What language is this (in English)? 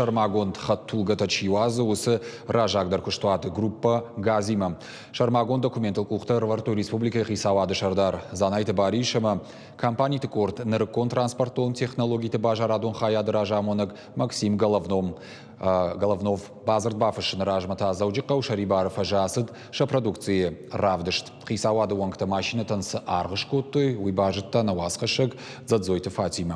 Ossetic